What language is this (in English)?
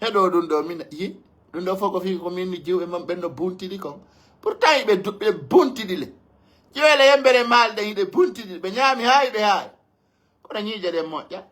Pular